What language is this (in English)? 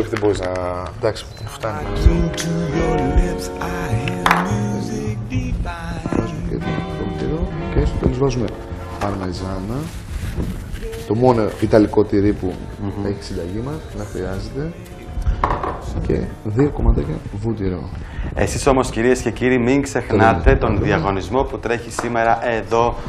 Greek